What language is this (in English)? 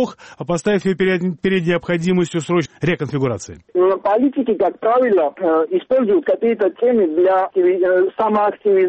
Russian